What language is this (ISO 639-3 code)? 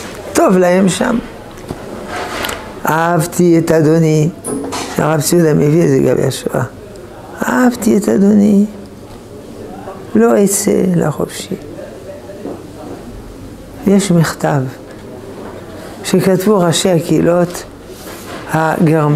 heb